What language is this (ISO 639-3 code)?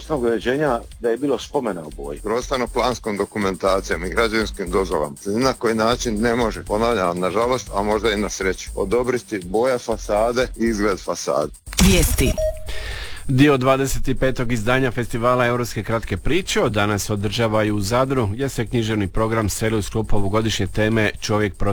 hrv